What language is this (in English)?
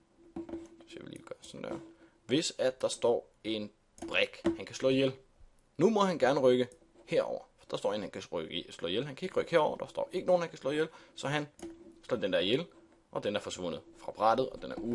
Danish